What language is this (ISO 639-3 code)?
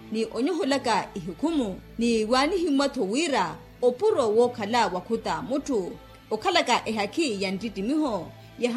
vmw